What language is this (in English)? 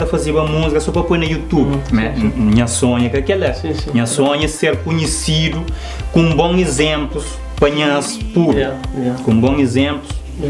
Kabuverdianu